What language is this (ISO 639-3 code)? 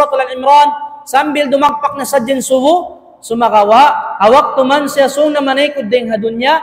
tsg